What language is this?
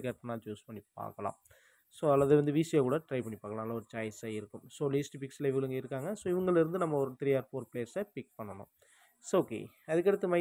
Tamil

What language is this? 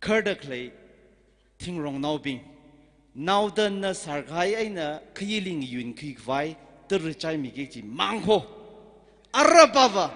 Tangkhul Naga (India)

